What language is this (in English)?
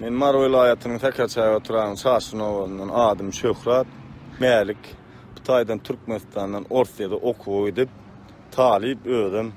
Turkmen